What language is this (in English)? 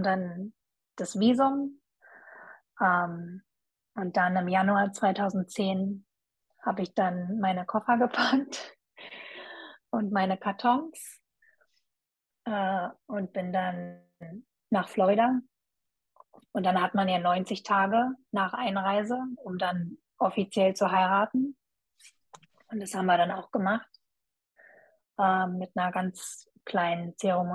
German